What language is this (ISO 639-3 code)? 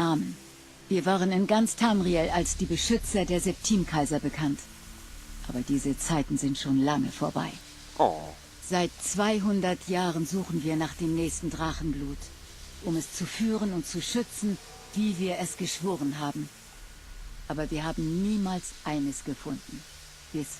gsw